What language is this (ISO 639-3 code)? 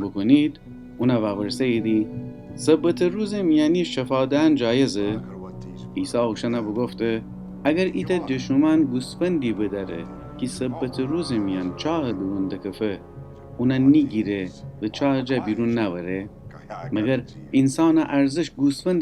glk